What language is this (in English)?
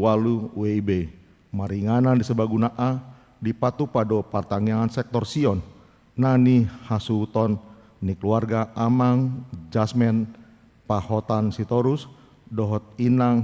Batak Toba